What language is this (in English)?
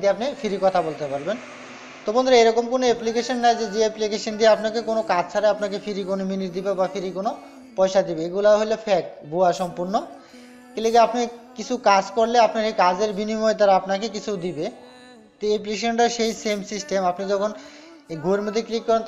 Bangla